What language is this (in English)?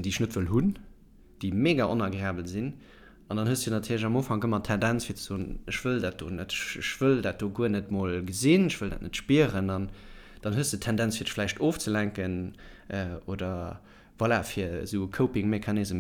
Luxembourgish